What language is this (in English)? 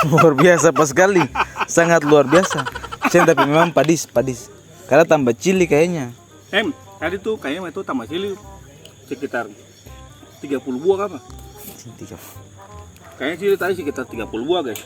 Ambonese Malay